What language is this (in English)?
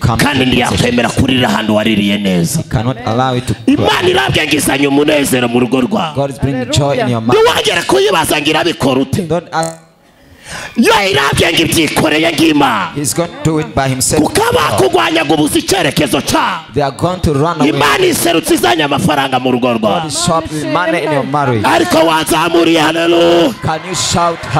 Kinyarwanda